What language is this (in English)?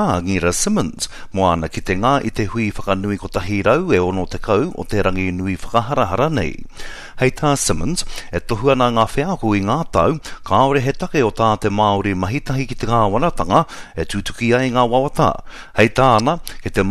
Māori